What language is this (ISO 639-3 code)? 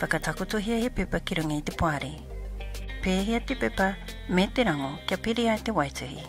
mri